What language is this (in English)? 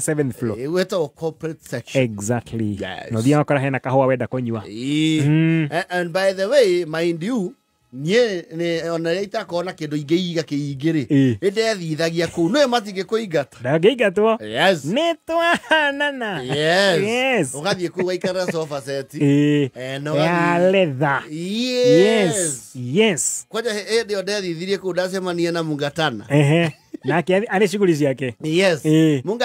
Kikuyu